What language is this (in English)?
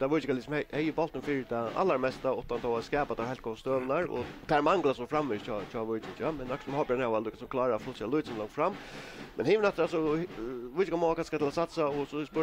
Faroese